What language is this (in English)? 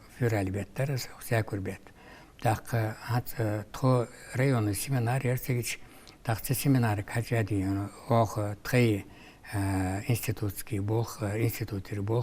Ingush